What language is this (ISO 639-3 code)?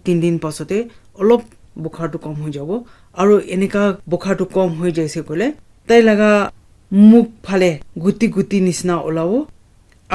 nag